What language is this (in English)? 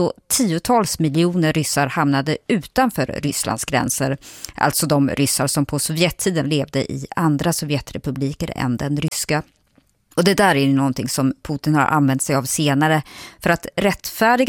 Swedish